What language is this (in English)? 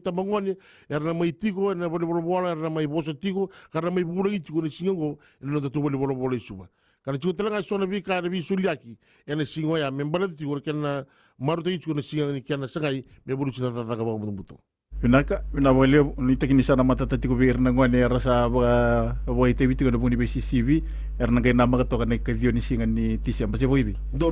Fijian